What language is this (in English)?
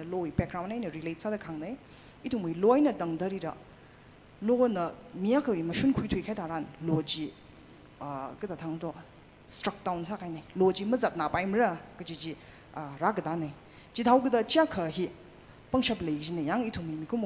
Tangkhul Naga (India)